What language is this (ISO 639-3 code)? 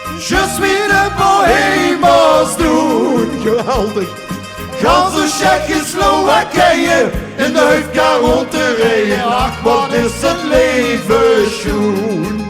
lim